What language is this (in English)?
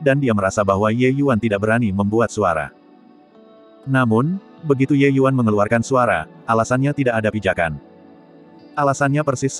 Indonesian